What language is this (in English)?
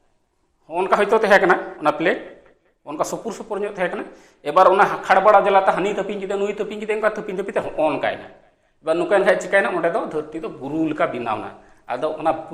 Santali